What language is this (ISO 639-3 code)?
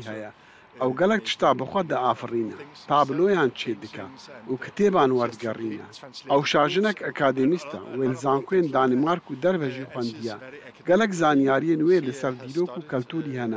kur